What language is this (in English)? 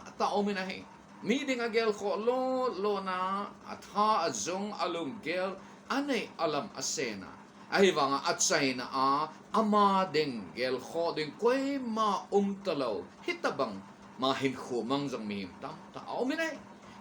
Thado Chin